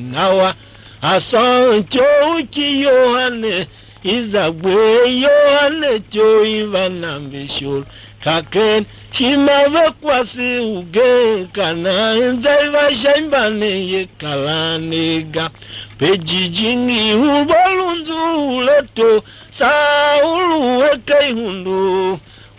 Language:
Tiv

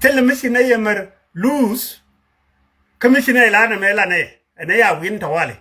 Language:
Nuer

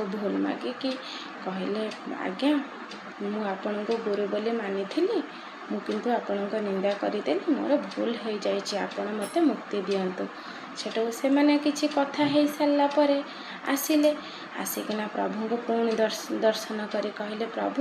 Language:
Odia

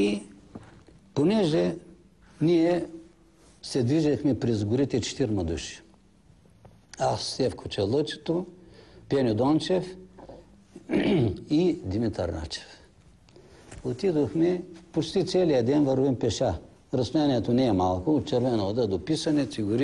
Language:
Bulgarian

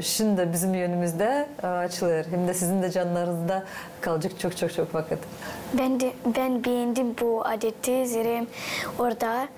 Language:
Gagauz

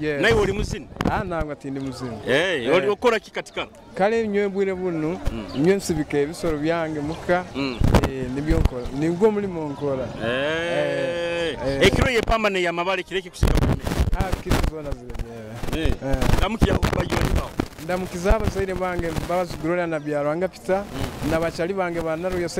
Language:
Nyoro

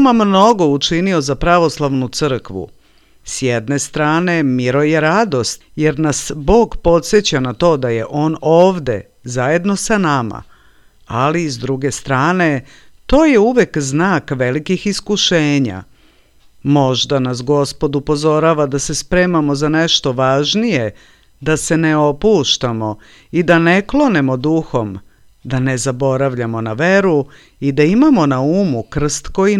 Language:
Serbian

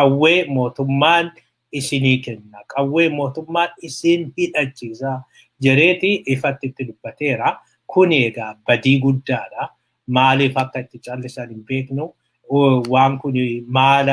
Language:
Oromo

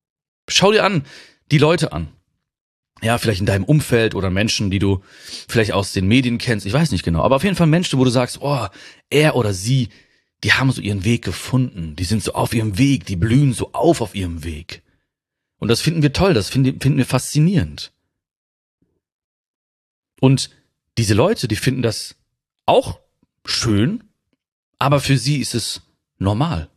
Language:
German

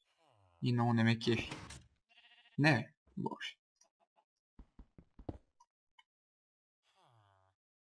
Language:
Bulgarian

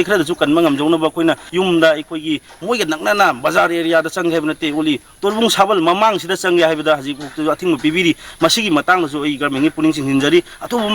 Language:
Manipuri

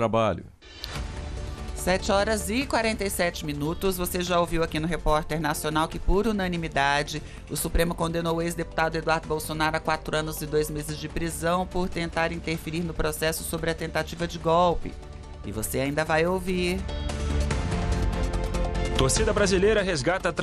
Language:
Portuguese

